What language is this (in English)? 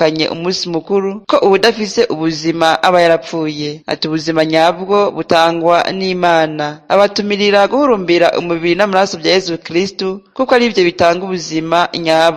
Rundi